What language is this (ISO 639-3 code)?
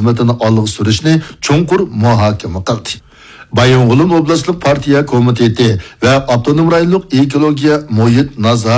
uig